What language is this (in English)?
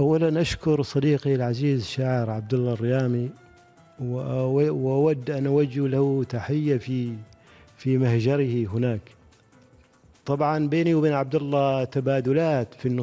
Arabic